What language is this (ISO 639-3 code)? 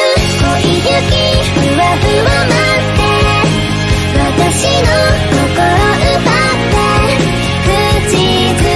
jpn